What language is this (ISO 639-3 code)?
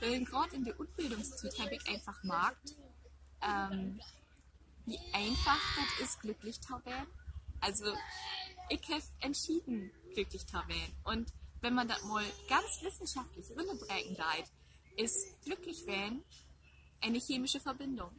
nds